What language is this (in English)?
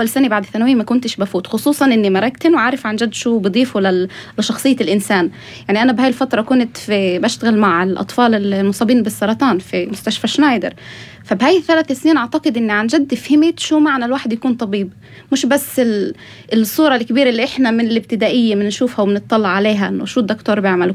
North Levantine Arabic